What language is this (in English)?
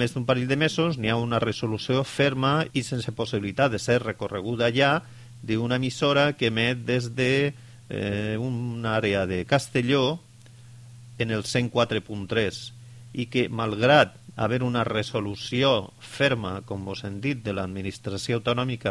Catalan